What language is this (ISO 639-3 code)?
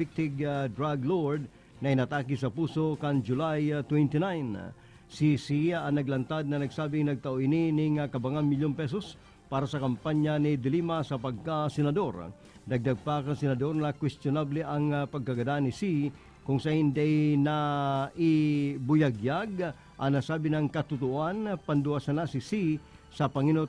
bik